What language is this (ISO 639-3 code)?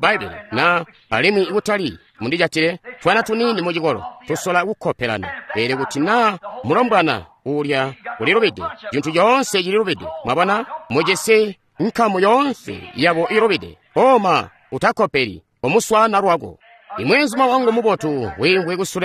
toi